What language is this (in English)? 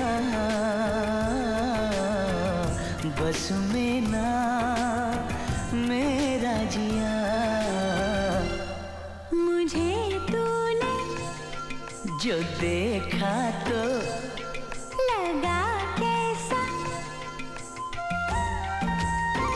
Hindi